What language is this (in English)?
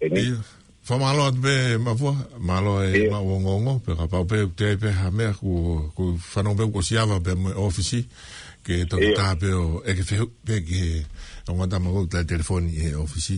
Tongan